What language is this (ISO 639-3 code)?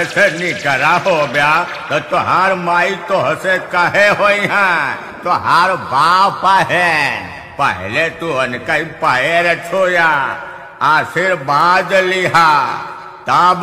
bho